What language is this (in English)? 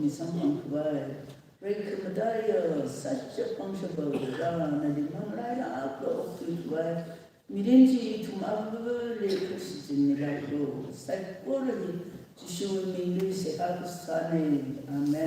Tangkhul Naga (India)